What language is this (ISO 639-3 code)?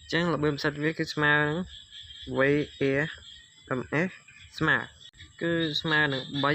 khm